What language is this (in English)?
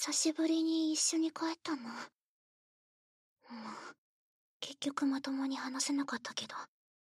Japanese